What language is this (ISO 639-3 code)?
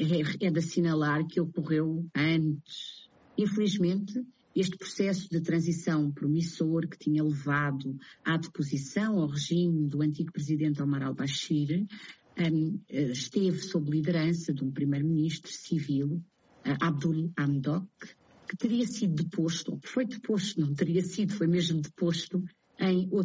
por